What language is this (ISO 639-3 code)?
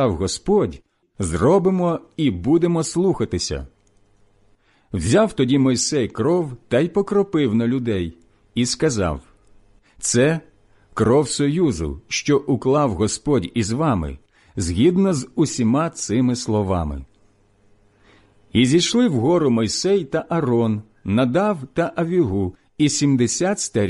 ukr